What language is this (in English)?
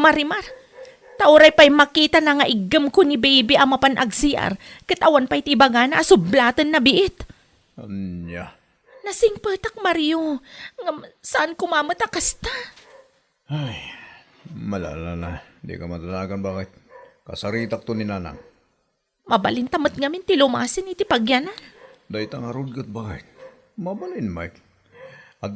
Iloko